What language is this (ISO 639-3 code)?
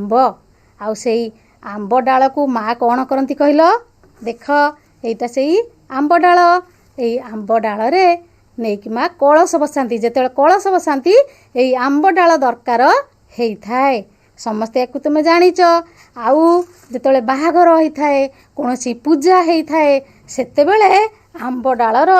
ori